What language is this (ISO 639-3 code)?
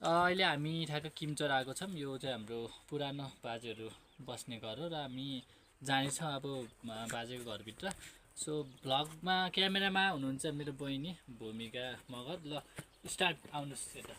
nep